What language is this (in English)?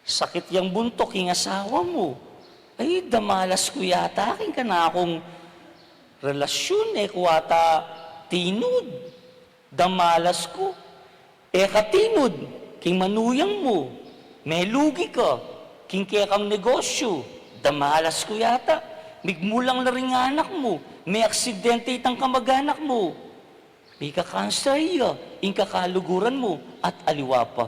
Pampanga